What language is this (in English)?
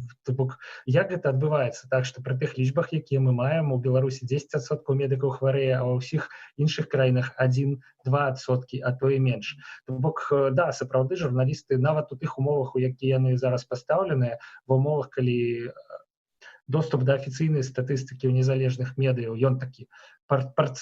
Belarusian